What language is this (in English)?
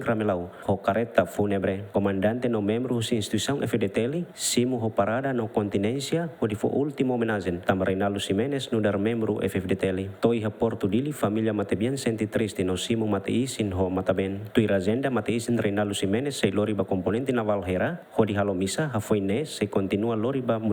Tetum